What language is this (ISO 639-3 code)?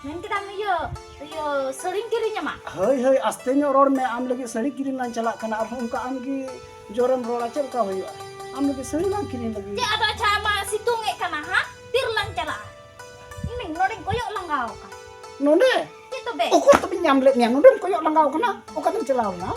sat